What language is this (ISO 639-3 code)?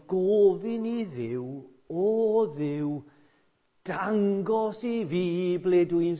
cym